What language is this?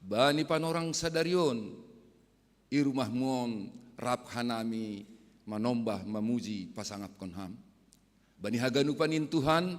Batak Simalungun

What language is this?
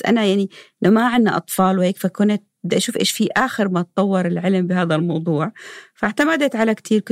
North Levantine Arabic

